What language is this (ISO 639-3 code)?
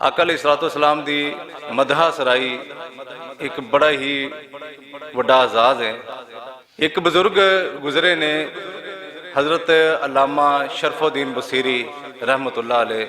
lah